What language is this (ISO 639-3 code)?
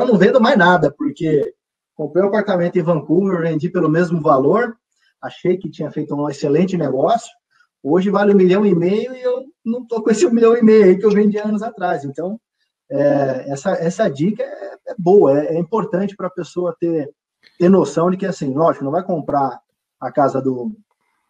por